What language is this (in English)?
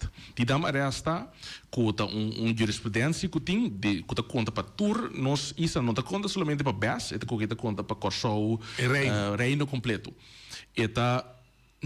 Papiamento